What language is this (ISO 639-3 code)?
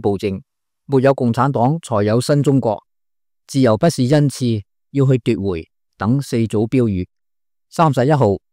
yue